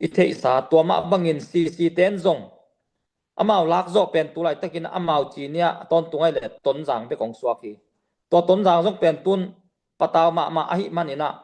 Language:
Tedim Chin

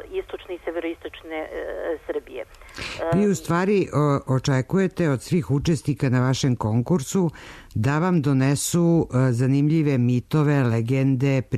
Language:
Serbian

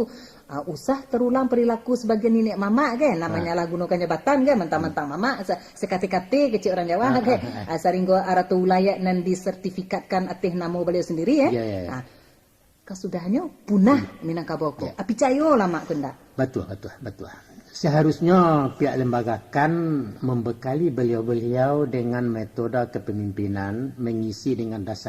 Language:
Minangkabau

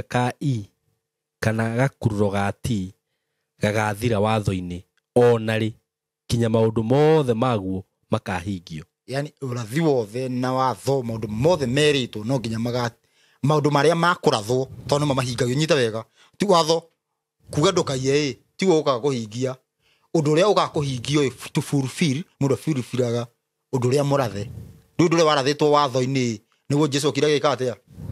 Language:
Kikuyu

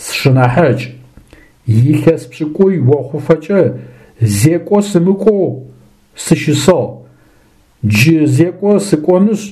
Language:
Adyghe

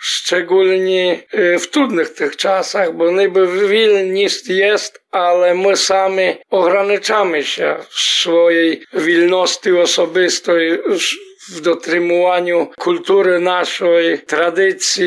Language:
Rusyn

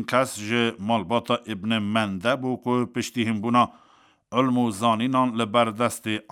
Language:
Kurdish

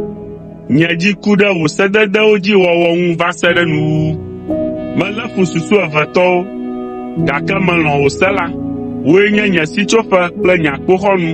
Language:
Ewe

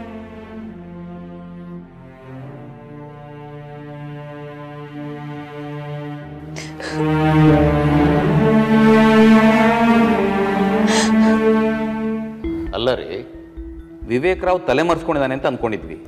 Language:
Kannada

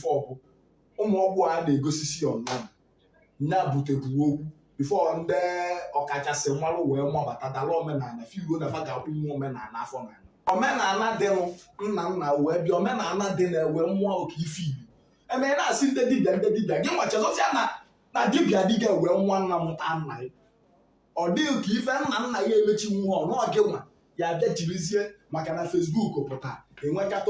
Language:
Igbo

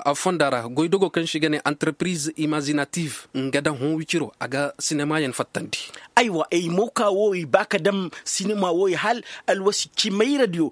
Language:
Koyraboro Senni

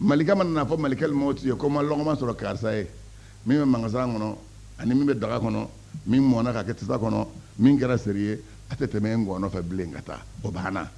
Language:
Bambara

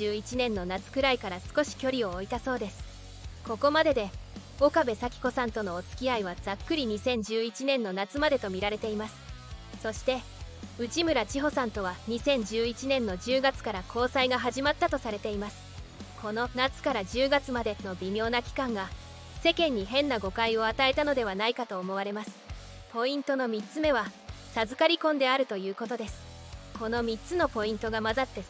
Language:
Japanese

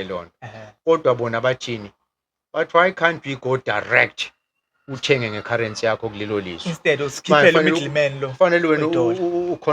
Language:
Zulu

